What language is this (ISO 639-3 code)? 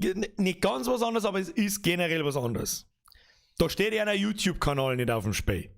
bar